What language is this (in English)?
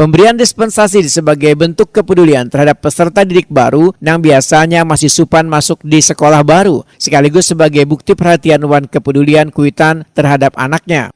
Banjar